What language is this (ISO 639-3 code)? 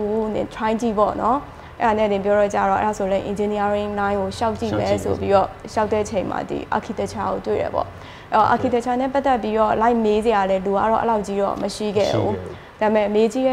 mya